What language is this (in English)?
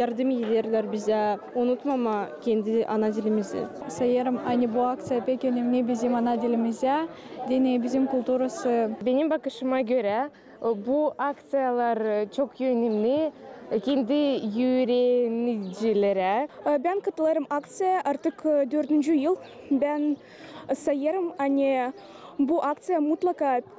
Gagauz